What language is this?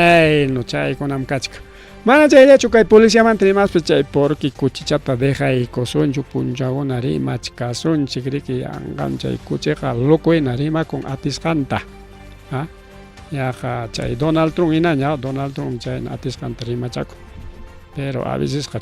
Ayacucho Quechua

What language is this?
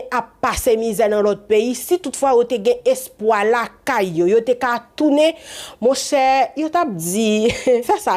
Haitian Creole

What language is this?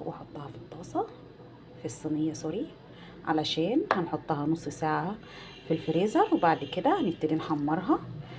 Egyptian Arabic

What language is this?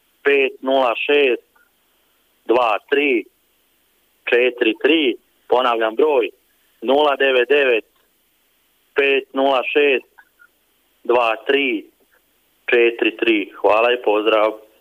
Croatian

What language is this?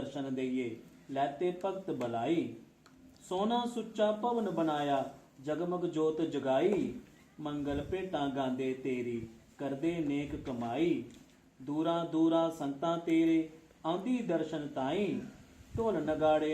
Dogri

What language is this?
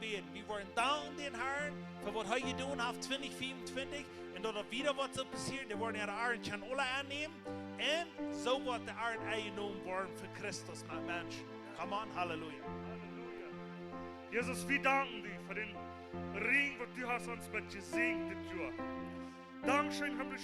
Plautdietsch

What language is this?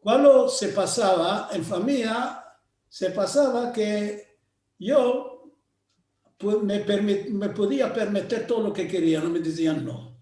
Ladino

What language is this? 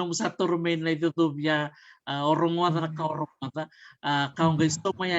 Fijian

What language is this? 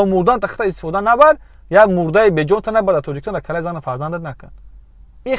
Tajik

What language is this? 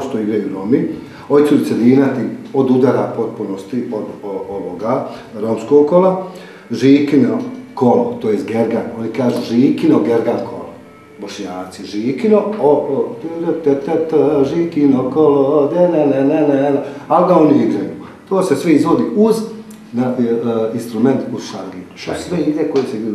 Bosnian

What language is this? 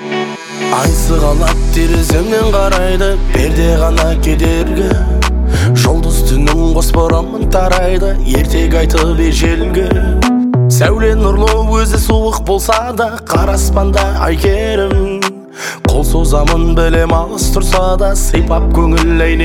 Kazakh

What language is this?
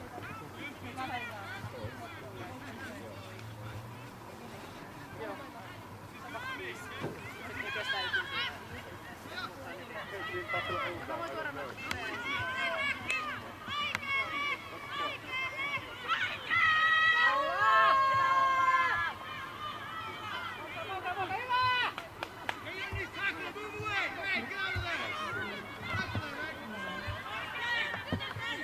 Finnish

